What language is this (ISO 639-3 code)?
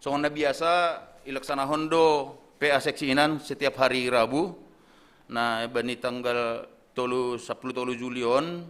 bts